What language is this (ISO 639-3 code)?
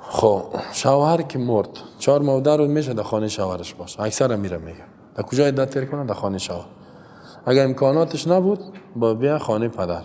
fas